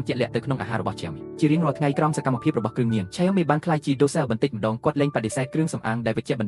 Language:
Khmer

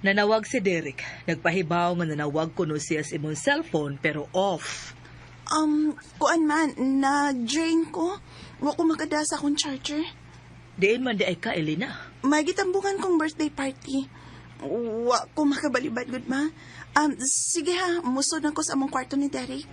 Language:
Cebuano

